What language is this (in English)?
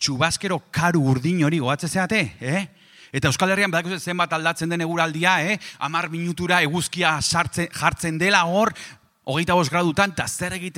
Basque